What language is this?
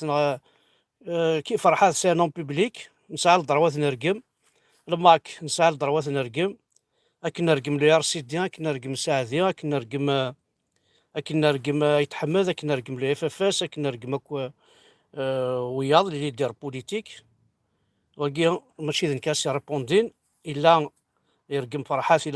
Kabyle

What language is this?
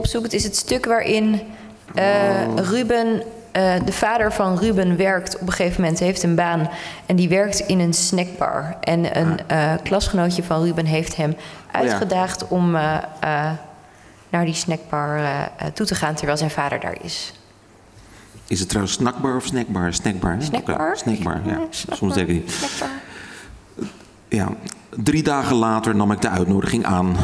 Dutch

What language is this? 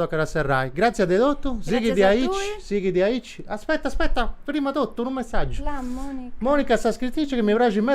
Sardinian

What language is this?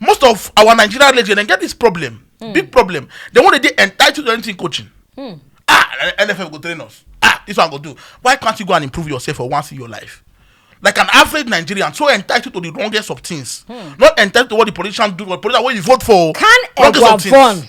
Nigerian Pidgin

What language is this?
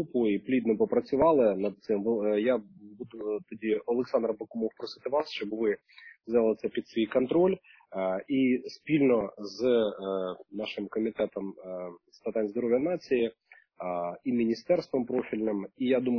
Ukrainian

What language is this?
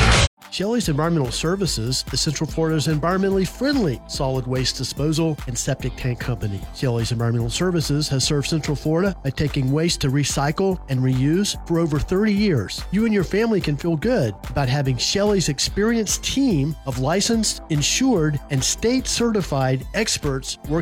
English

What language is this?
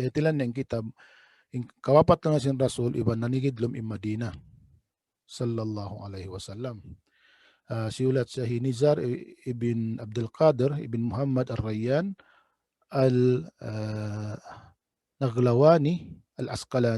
Tausug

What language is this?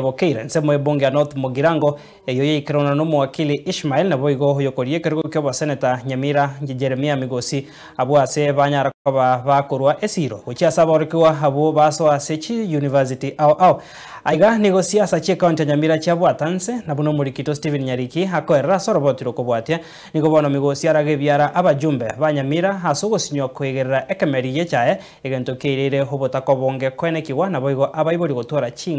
Gusii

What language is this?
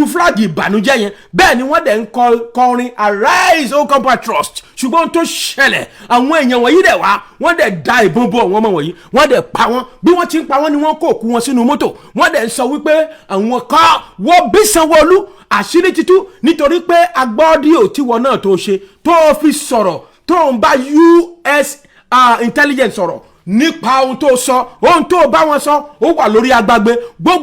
Yoruba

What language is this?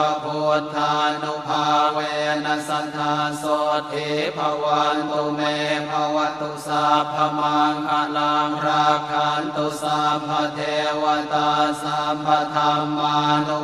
Pali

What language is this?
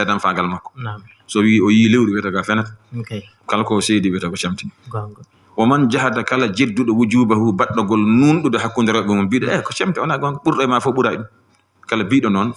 Fula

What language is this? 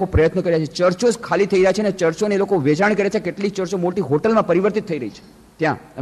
Gujarati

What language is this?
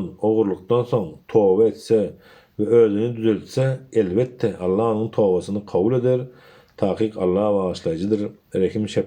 Turkmen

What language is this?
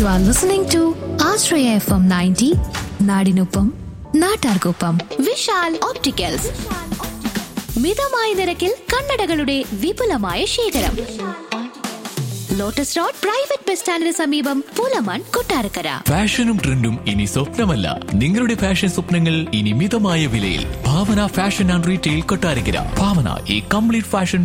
Malayalam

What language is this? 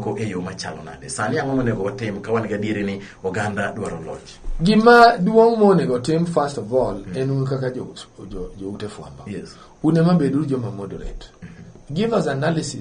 Luo (Kenya and Tanzania)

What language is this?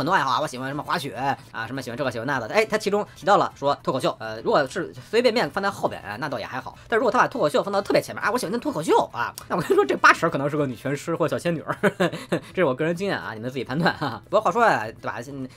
Chinese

